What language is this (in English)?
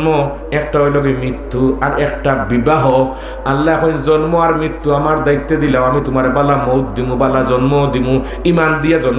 Sylheti